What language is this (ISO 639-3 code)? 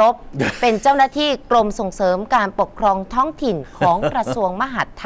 tha